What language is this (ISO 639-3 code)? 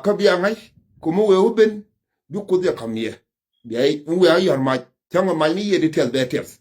nus